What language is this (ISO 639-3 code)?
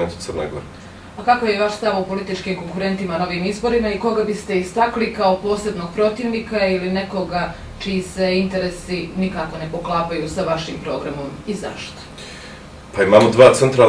bos